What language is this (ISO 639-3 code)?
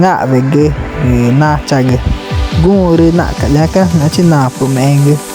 tca